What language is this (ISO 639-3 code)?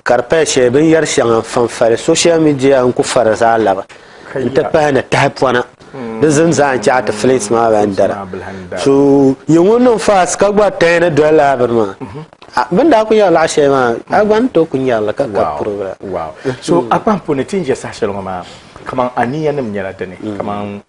dag